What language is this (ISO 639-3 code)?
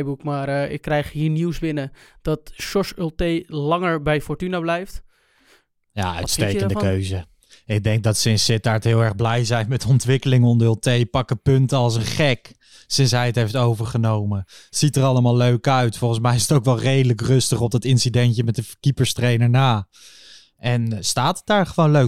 nld